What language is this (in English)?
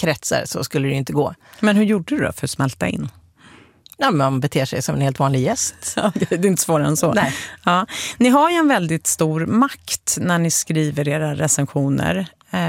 Swedish